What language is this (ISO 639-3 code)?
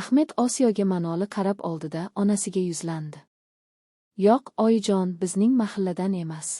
uzb